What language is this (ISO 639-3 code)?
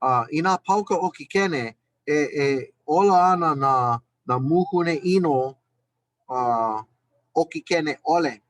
haw